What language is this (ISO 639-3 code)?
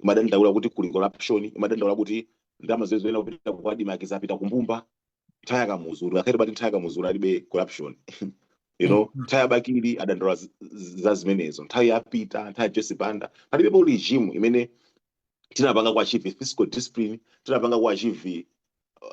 nya